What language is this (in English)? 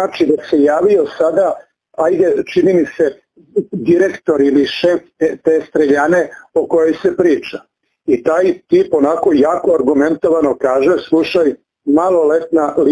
Serbian